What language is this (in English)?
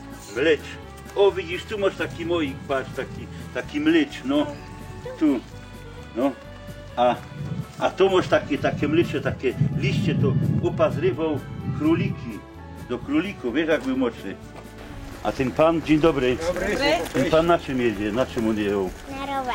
Silesian